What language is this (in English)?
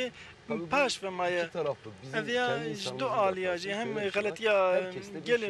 Kurdish